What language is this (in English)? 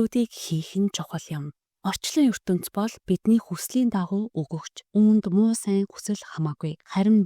Mongolian